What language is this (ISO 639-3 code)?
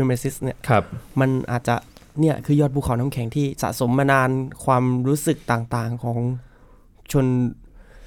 tha